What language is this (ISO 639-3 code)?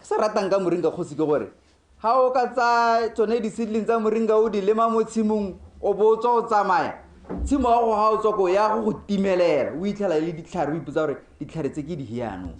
tsn